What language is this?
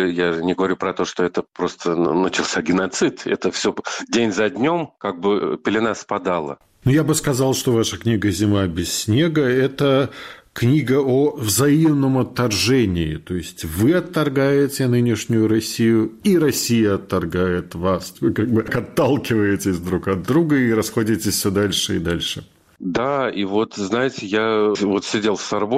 Russian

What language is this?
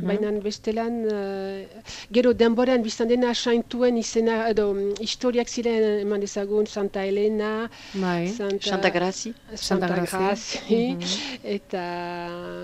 Basque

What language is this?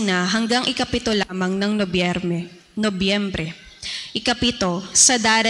Filipino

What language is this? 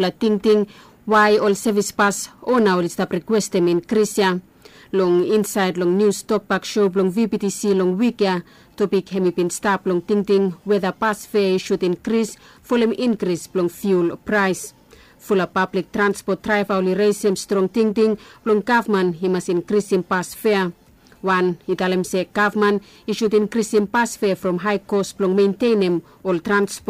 Bislama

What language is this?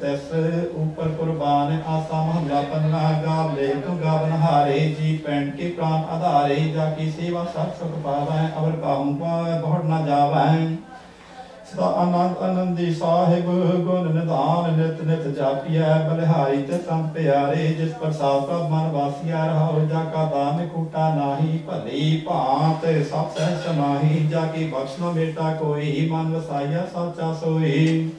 Punjabi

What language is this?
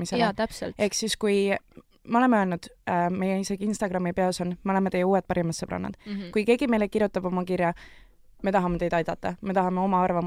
Estonian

